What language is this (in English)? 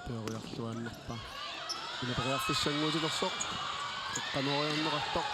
Kalaallisut